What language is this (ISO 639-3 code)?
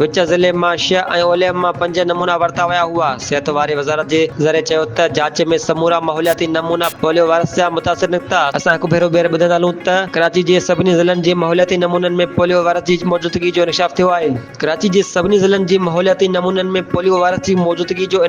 snd